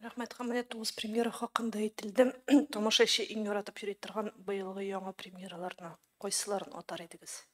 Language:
Tatar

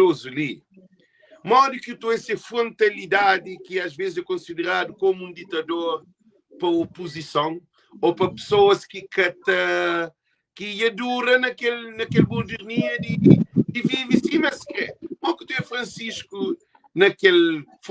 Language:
Kabuverdianu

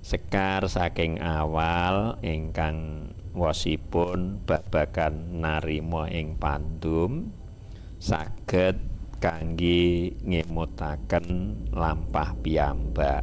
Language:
Javanese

